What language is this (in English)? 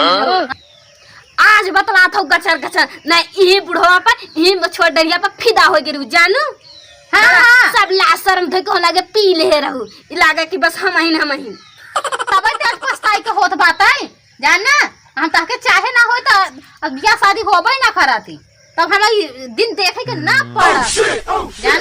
Awadhi